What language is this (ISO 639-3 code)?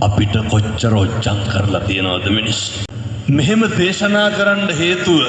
sin